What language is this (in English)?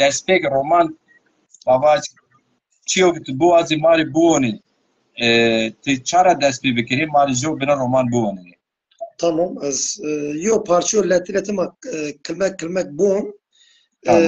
Zaza